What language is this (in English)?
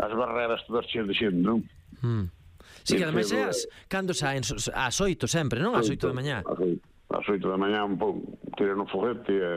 Galician